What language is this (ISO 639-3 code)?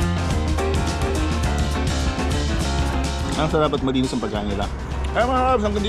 fil